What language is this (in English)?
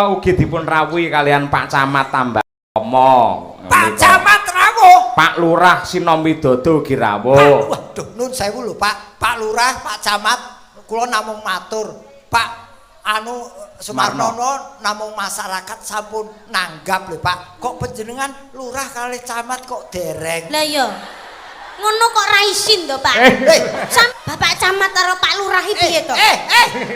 Javanese